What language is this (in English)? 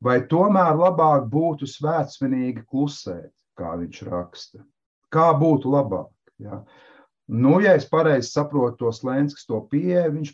Latvian